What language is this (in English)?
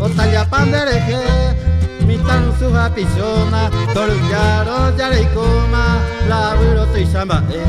Guarani